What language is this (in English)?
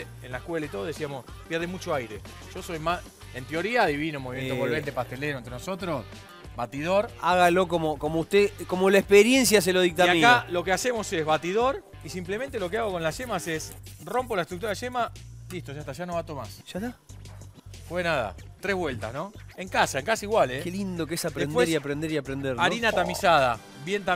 Spanish